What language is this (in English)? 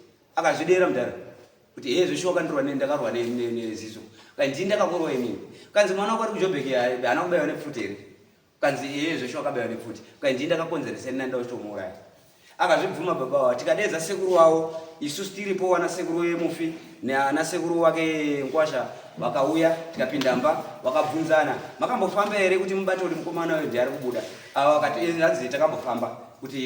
Shona